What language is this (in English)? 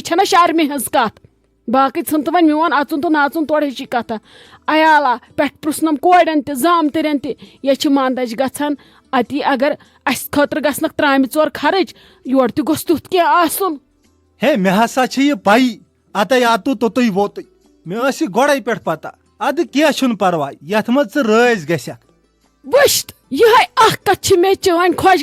Kashmiri